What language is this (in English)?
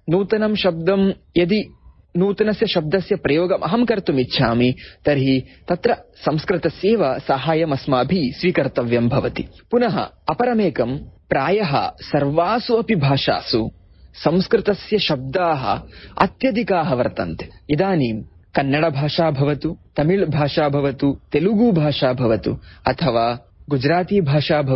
Sanskrit